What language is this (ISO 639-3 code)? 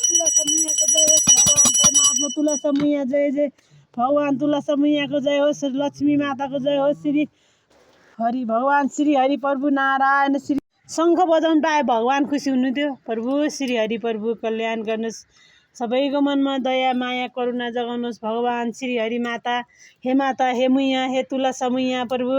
nep